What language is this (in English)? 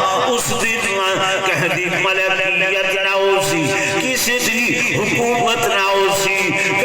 Saraiki